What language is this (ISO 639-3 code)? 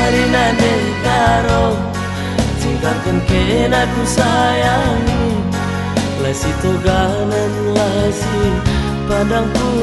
btx